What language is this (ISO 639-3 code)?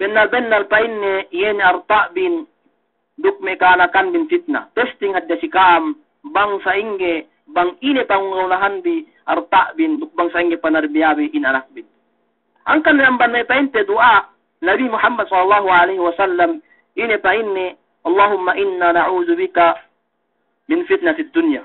yka